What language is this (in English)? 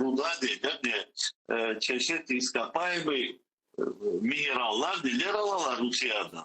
Crimean Tatar